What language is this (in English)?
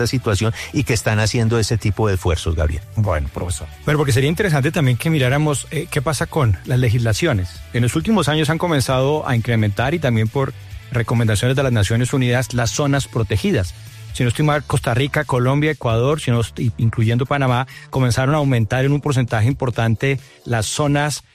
Spanish